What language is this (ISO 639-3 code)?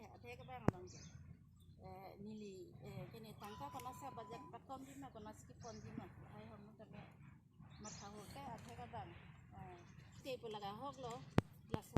mjw